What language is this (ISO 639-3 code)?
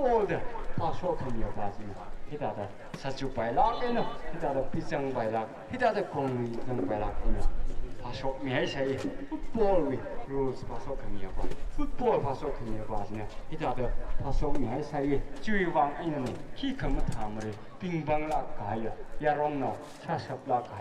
nmf